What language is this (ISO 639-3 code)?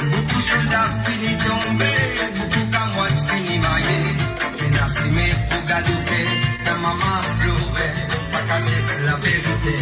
mfe